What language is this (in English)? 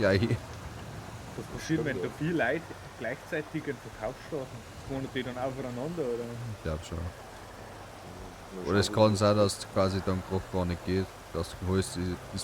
Bavarian